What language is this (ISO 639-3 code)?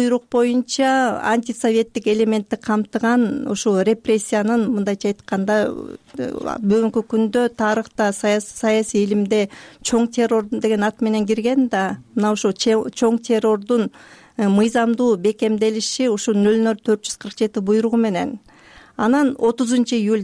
kir